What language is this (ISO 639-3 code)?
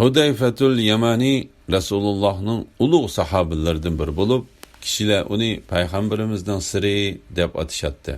uig